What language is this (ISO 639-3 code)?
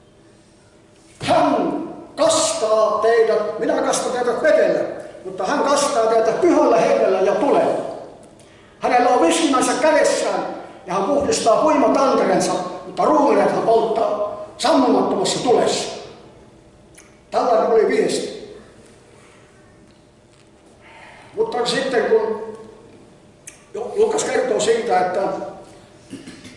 fin